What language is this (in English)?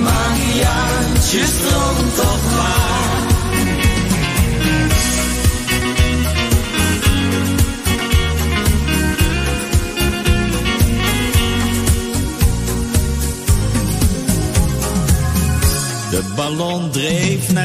Dutch